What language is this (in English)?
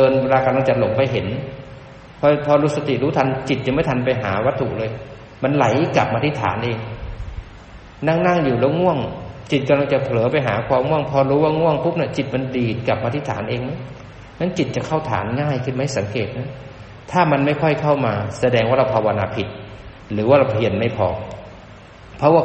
Thai